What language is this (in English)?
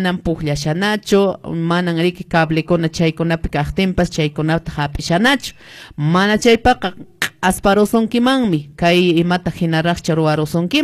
Quechua